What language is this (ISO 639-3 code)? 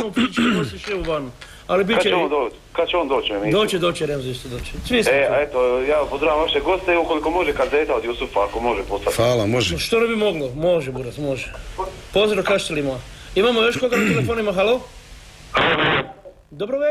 hrv